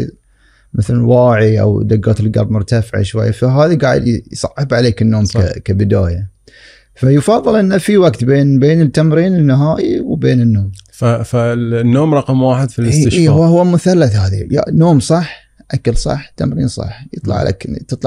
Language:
Gulf Arabic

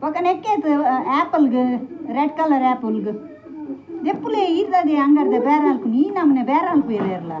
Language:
Tulu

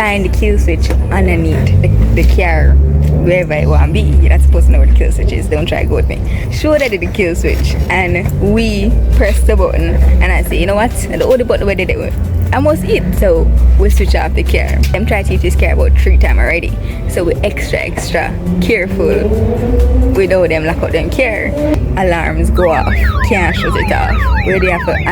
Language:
Jamaican Creole English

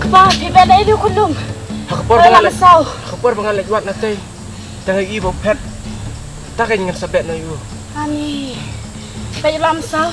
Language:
Khasi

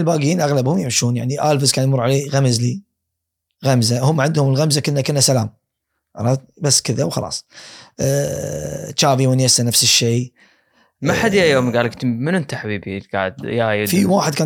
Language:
Gulf Arabic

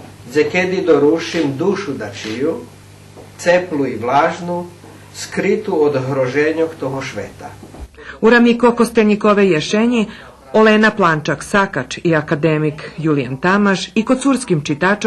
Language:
Rusyn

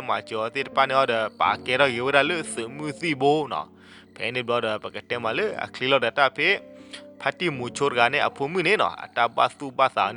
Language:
S'gaw Karen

